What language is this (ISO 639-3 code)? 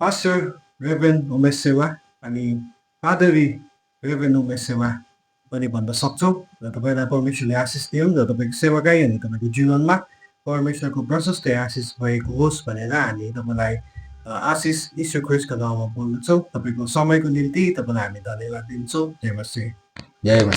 nep